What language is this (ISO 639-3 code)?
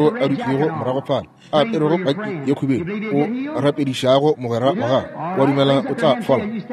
nso